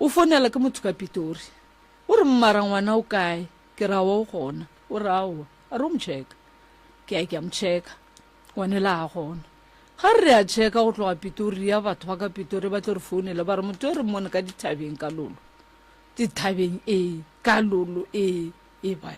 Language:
Northern Sotho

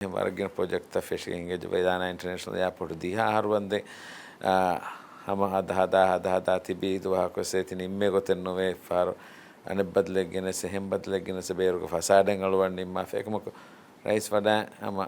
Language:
Divehi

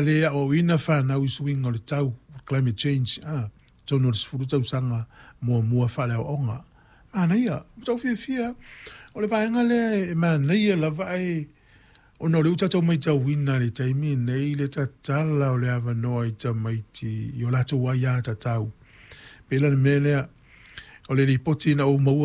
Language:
Samoan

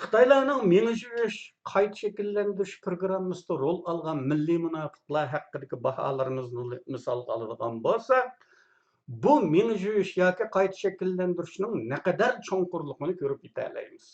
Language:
Uyghur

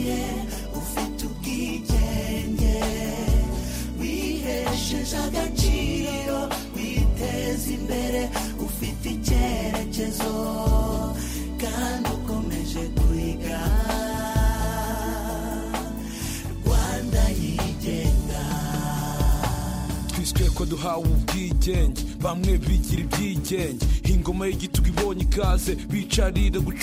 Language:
Kinyarwanda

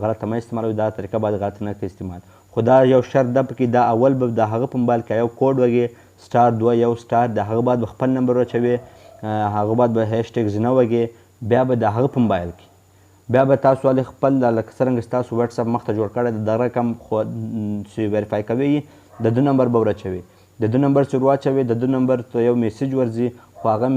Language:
Pashto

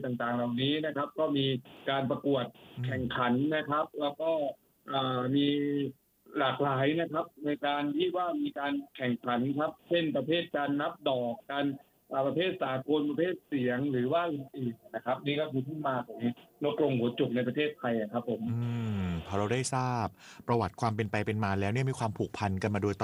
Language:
Thai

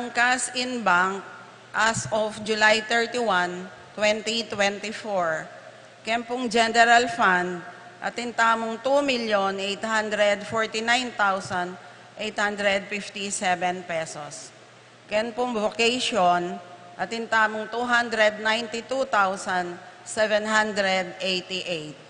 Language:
Pampanga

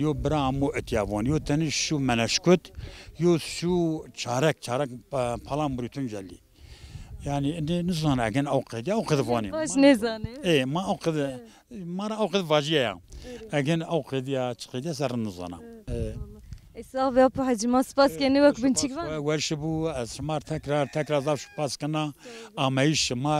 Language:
Zaza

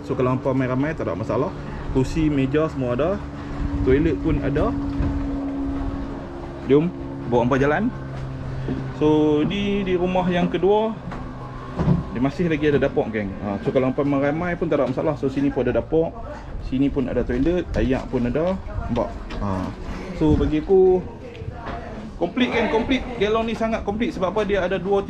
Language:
Malay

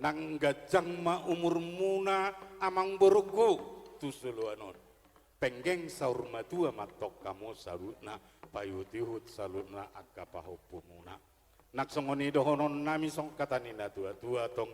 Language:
Batak Toba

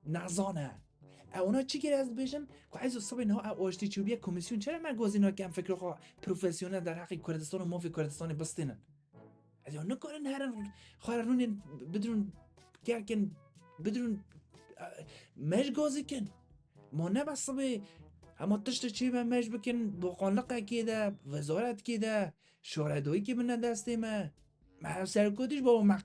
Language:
Kurdish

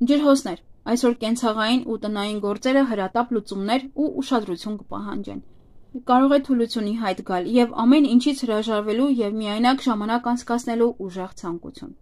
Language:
Armenian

